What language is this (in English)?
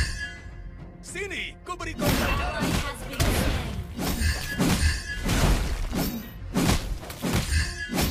Indonesian